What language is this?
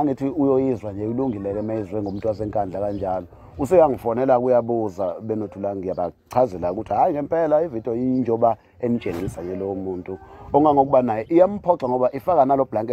Zulu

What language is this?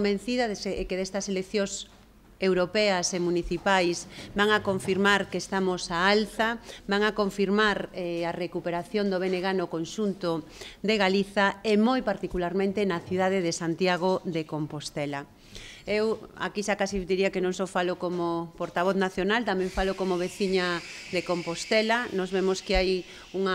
Galician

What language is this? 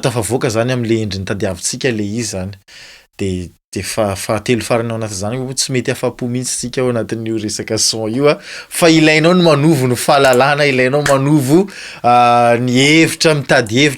Malagasy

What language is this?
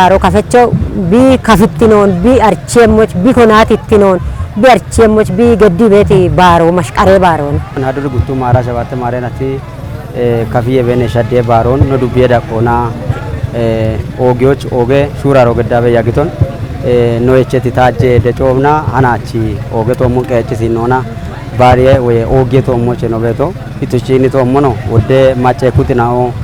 Kafa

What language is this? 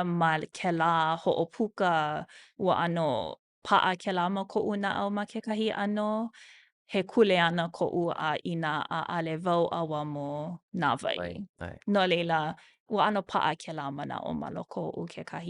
Hawaiian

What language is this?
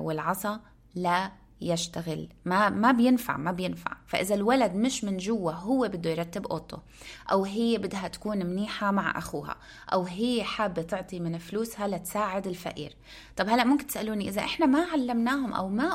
North Levantine Arabic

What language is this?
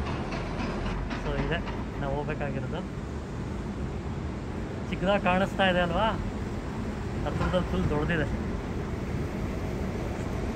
Kannada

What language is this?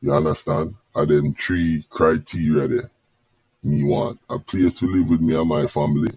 Jamaican Creole English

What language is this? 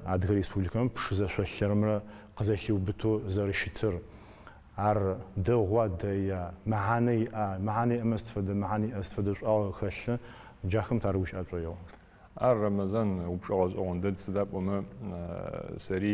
Adyghe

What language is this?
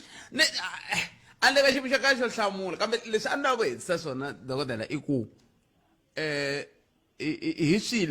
Tsonga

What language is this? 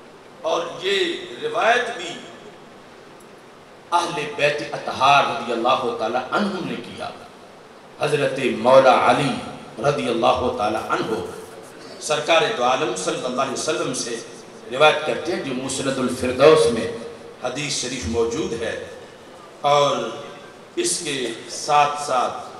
Urdu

